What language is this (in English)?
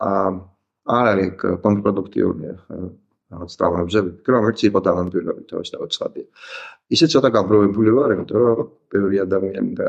Georgian